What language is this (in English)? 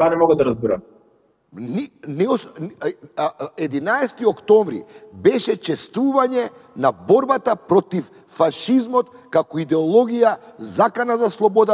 Macedonian